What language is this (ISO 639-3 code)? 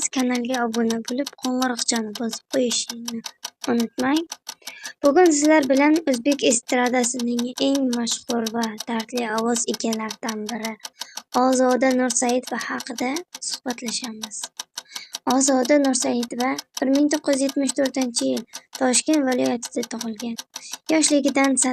uzb